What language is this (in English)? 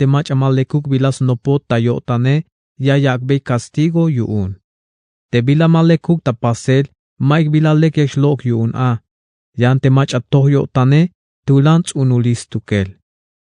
Tzeltal